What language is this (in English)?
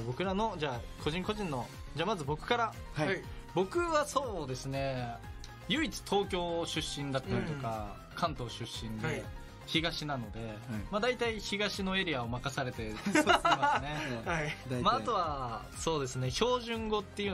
Japanese